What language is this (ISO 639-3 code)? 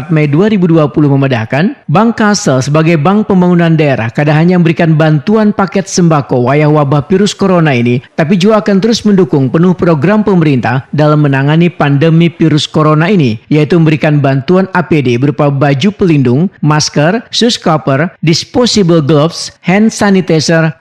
bjn